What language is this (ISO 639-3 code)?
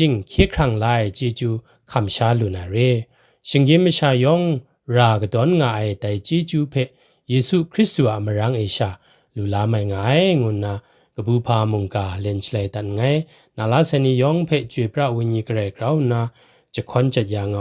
kac